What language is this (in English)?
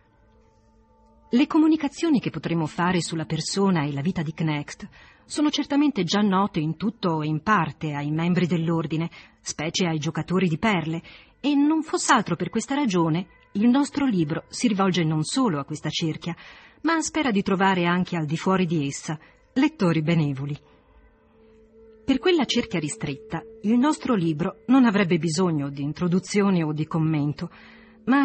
Italian